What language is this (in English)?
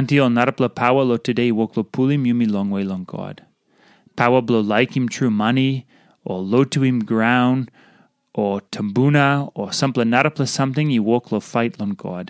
Tok Pisin